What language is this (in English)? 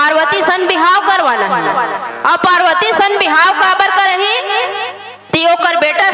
Chhattisgarhi